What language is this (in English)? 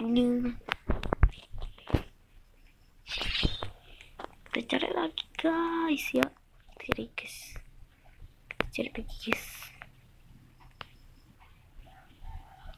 Malay